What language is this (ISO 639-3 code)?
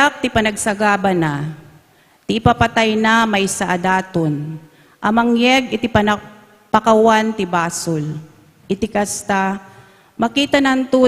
ilo